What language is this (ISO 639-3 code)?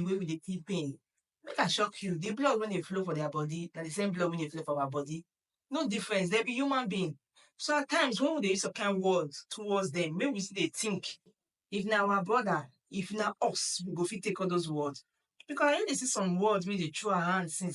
pcm